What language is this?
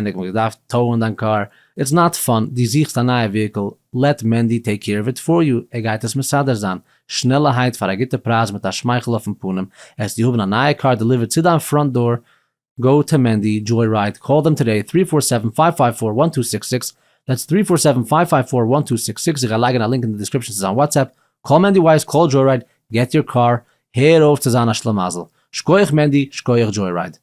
Yiddish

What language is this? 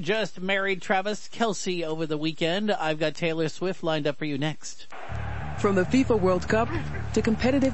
English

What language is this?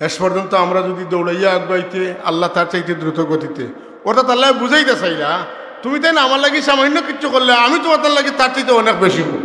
Sylheti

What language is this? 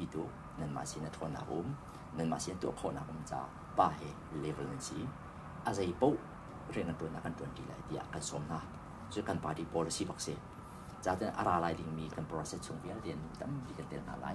Hakha Chin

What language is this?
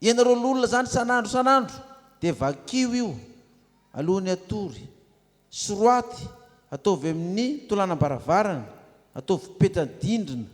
Malagasy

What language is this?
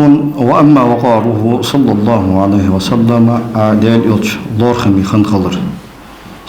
Ingush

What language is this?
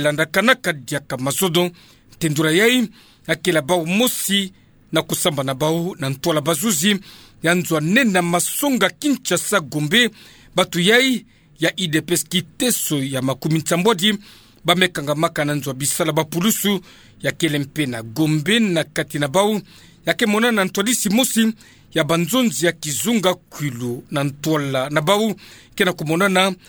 Kituba (Democratic Republic of Congo)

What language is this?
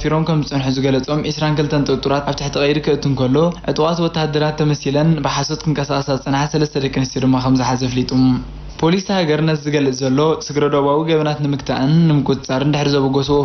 Tigrinya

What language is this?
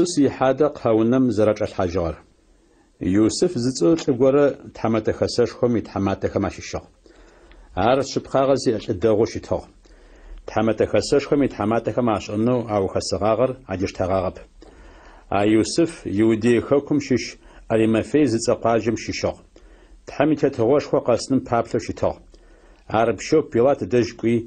Adyghe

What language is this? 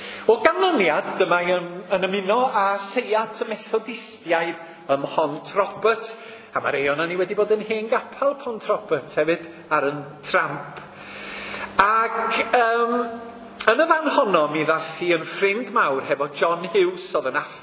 Welsh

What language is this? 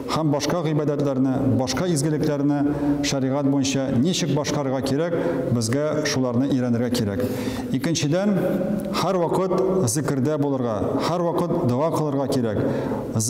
Tatar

